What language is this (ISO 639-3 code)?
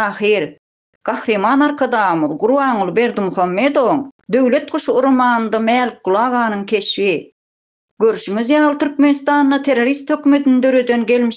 tuk